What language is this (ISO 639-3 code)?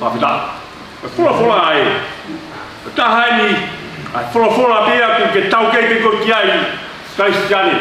ton